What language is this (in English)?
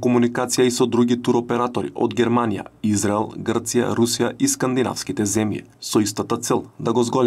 Macedonian